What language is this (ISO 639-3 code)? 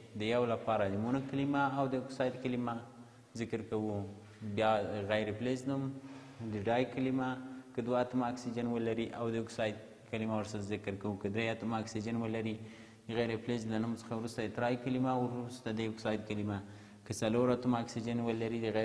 pus